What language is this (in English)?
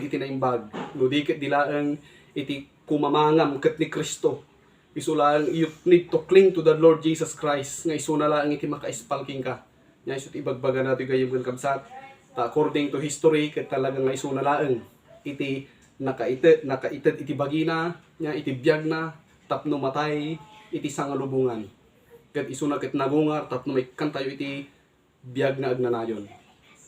Iloko